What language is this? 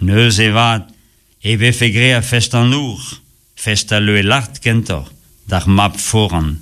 Breton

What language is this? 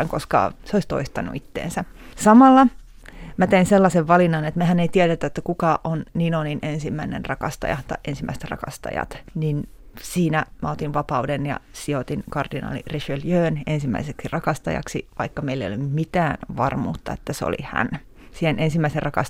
Finnish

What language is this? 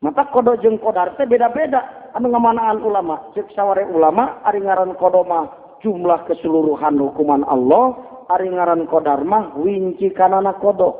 Sundanese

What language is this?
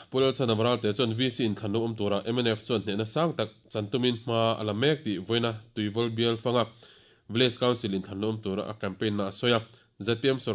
Mizo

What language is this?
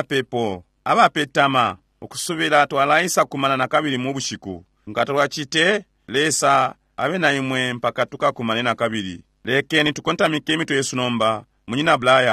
Bemba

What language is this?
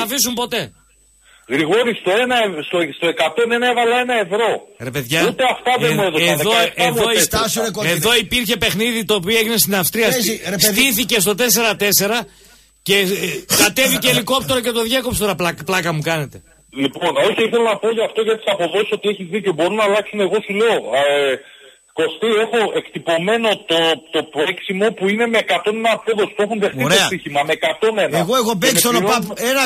Greek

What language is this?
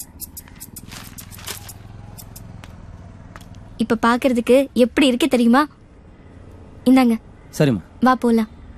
Tamil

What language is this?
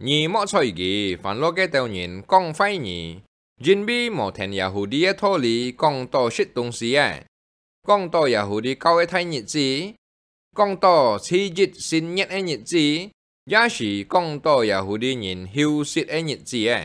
Hakka Chinese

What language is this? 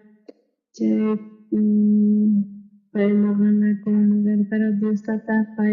South Bolivian Quechua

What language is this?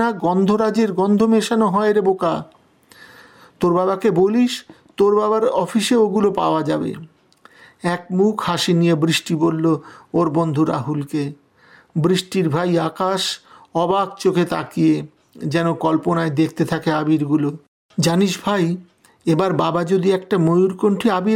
Bangla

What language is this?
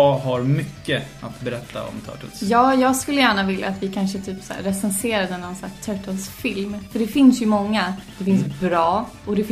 Swedish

